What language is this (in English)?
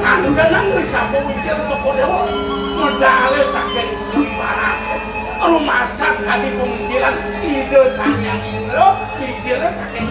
Balinese